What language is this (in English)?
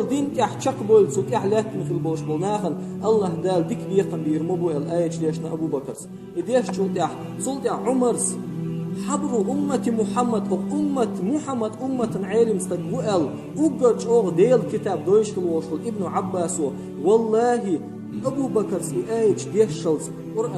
Chechen